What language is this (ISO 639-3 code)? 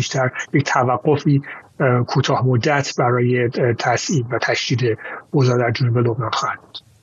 fas